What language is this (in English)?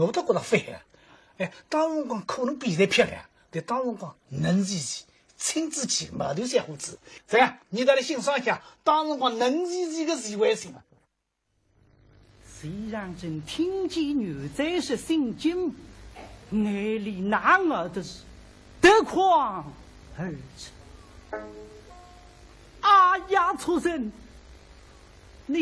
Wu Chinese